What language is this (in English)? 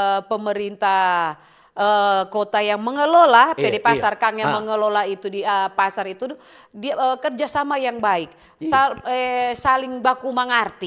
Manado Malay